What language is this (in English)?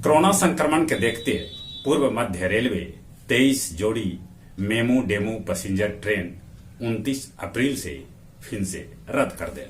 Magahi